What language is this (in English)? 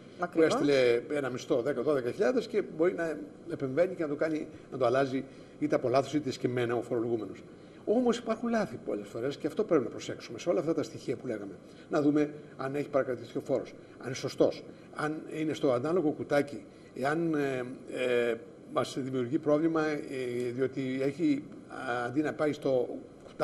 Greek